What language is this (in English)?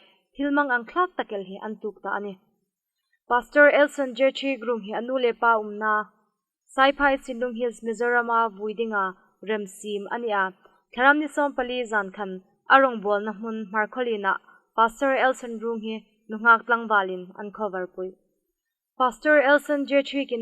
Hmar